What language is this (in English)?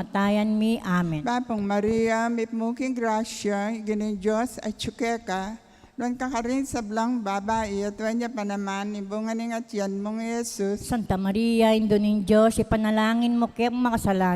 Pampanga